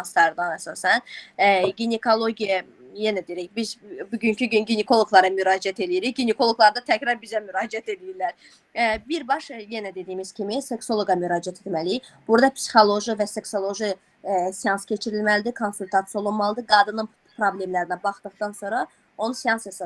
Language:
Azerbaijani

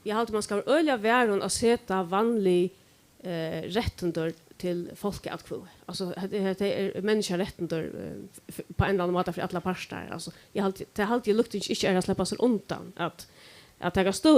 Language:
Faroese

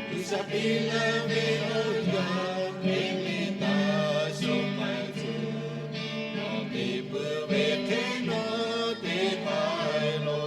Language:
Lahu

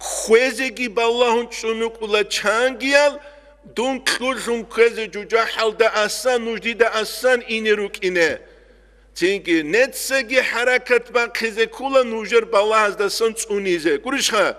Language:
Avaric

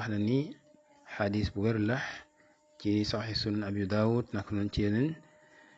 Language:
Wolof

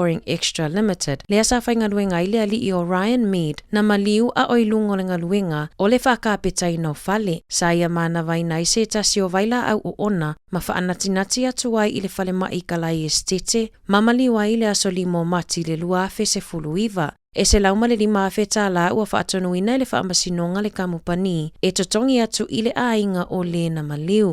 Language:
Samoan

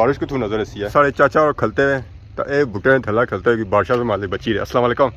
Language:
Pahari-Potwari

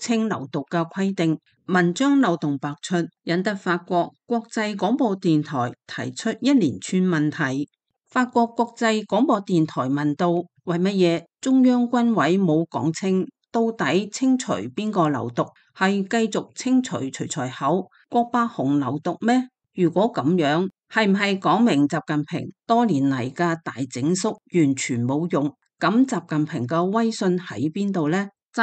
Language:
Cantonese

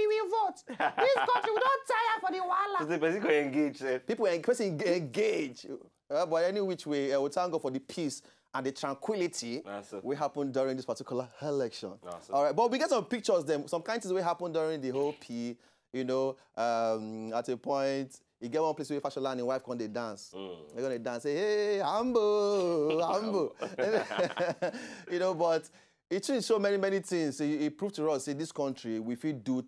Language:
Nigerian Pidgin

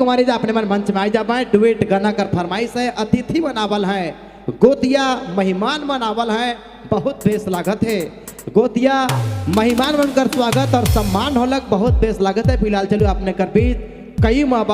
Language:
Sadri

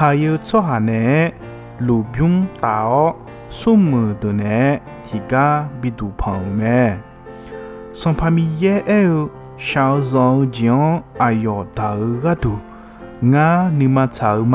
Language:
Akha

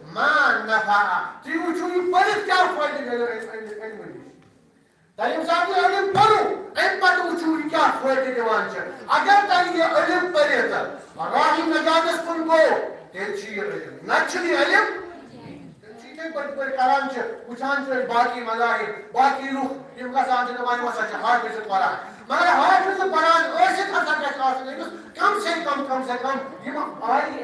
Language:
Kashmiri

